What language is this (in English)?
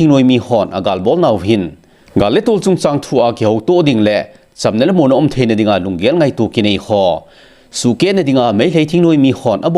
Thado Chin